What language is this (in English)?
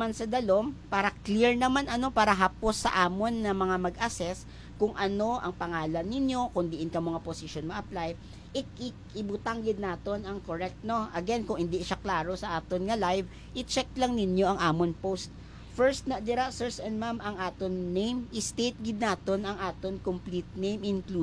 Hiligaynon